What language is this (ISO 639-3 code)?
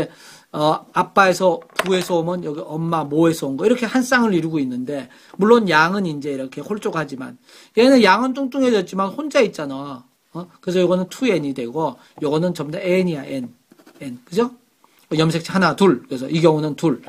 kor